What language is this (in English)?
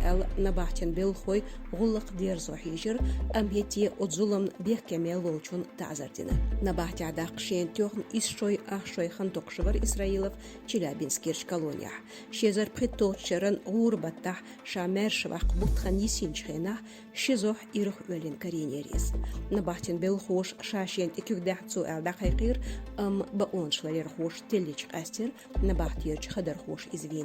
Chechen